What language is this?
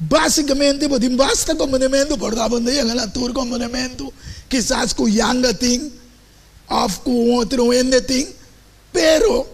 Papiamento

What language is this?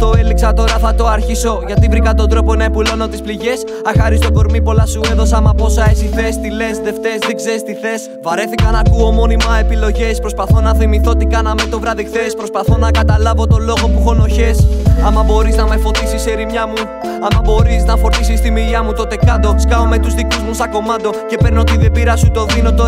Greek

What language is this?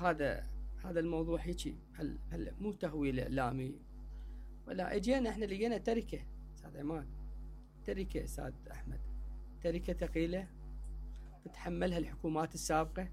Mesopotamian Arabic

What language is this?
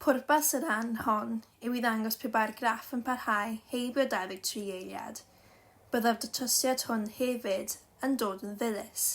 Welsh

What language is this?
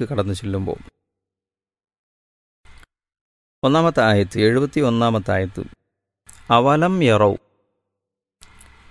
Malayalam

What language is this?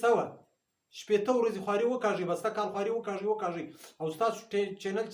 Pashto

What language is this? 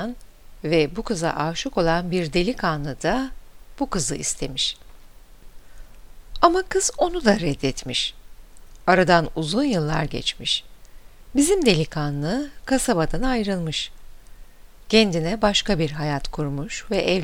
Turkish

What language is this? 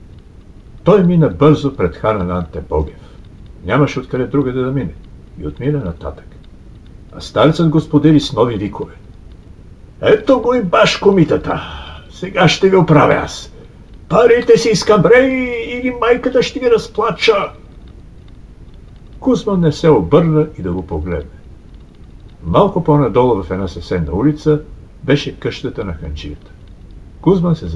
Bulgarian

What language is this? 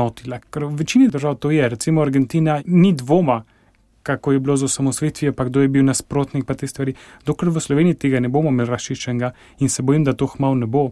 Slovenian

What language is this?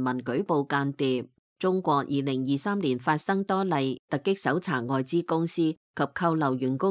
Cantonese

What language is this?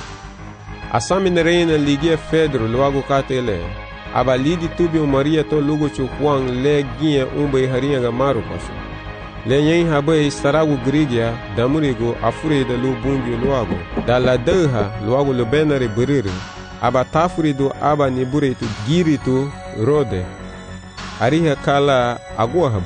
Garifuna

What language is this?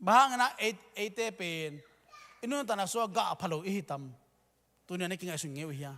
Tedim Chin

